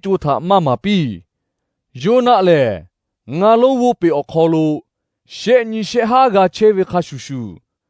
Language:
Lahu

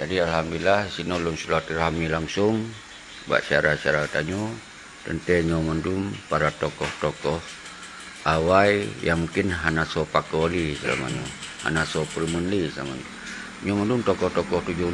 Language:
Achinese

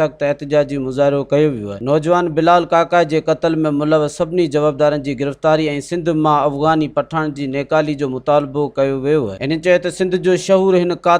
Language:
Sindhi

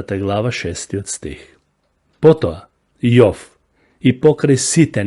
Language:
Macedonian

